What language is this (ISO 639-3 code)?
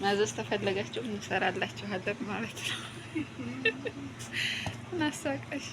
amh